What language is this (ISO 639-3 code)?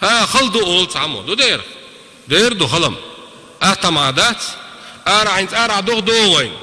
che